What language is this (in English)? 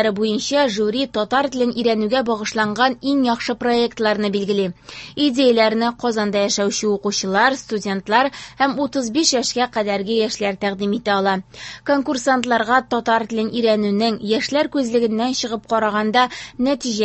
Tatar